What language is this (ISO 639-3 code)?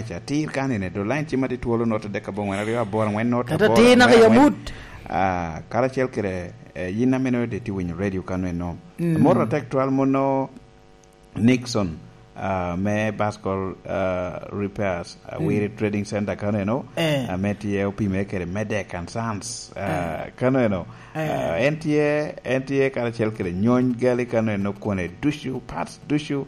laj